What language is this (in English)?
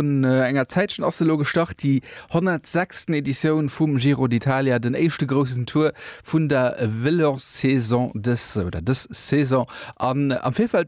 Luxembourgish